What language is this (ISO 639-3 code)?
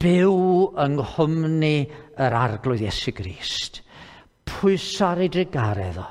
cym